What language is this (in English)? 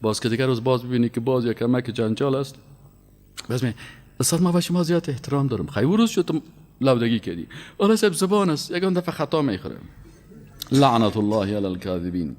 Persian